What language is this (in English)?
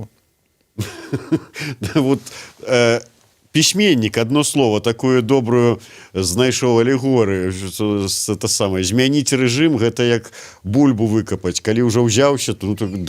Belarusian